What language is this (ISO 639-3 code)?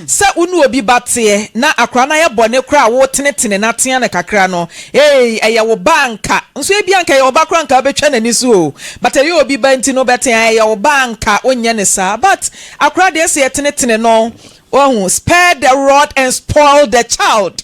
aka